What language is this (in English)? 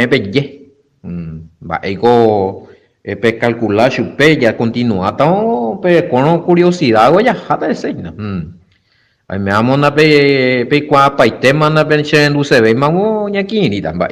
Guarani